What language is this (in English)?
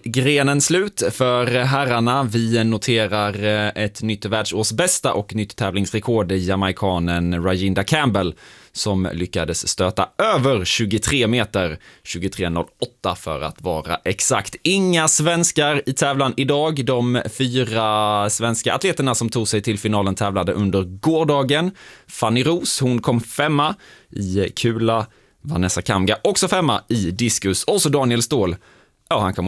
Swedish